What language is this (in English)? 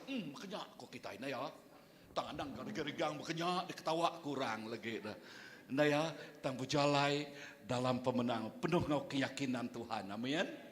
Iban